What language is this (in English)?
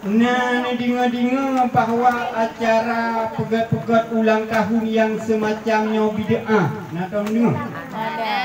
Achinese